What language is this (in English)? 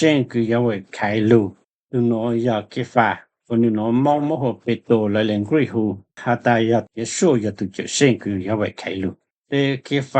Hmong